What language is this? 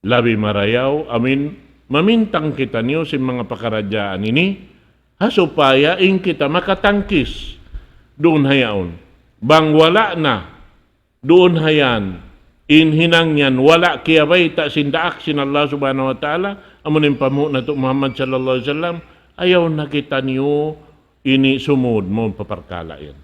Tausug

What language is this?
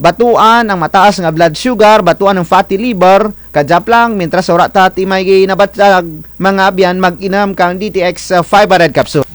Kinaray-a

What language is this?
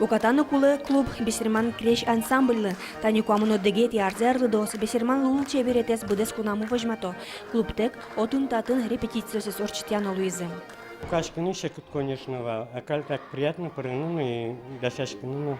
Udmurt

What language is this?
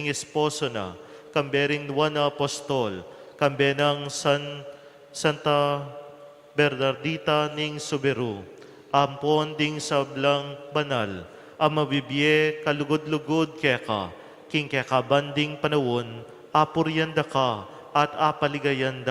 Pampanga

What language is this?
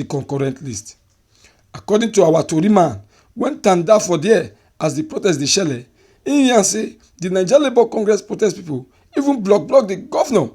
Nigerian Pidgin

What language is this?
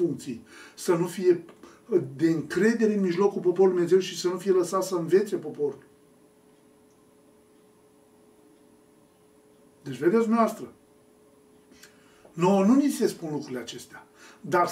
Romanian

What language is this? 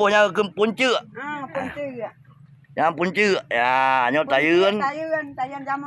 Achinese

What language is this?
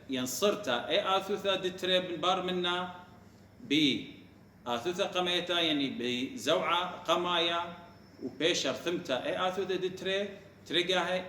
Assyrian Neo-Aramaic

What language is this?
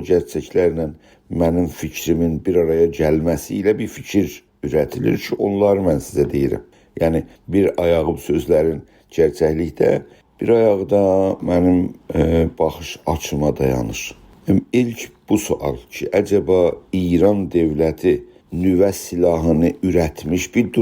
South Azerbaijani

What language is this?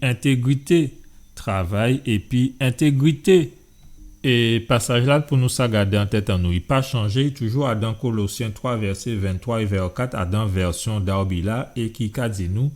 Guadeloupean Creole French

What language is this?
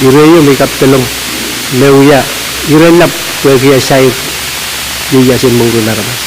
Pohnpeian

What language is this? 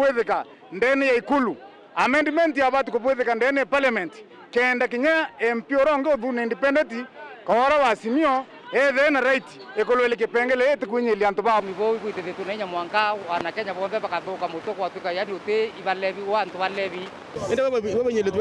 Meru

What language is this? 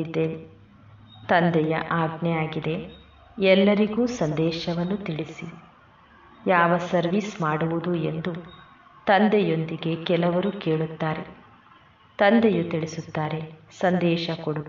Kannada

